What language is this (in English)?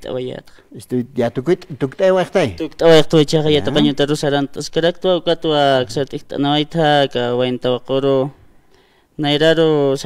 Aymara